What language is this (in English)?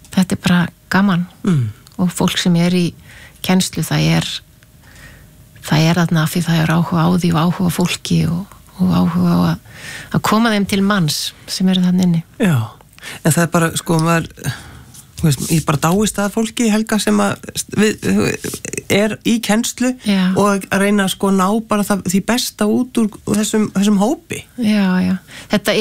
Icelandic